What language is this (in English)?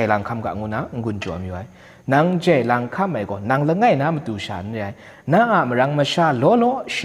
Kachin